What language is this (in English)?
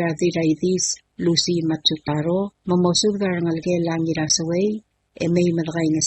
Palauan